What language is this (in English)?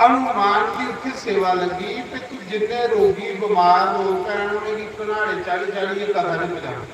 Dogri